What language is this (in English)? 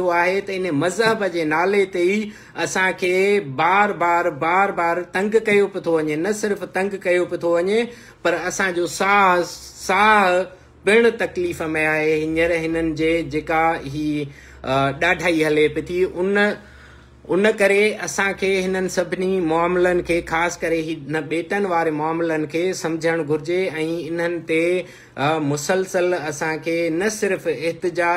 Sindhi